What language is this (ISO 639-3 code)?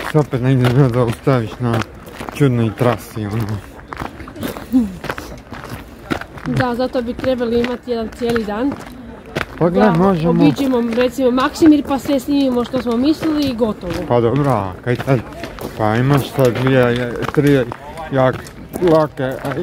hrv